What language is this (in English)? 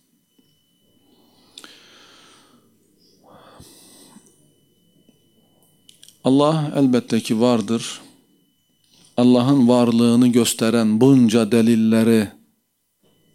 Turkish